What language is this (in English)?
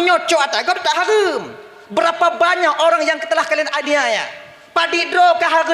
Achinese